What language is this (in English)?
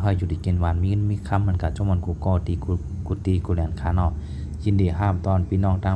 Shan